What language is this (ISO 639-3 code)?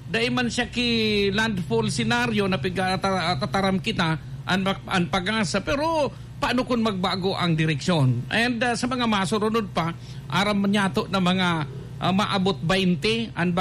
bik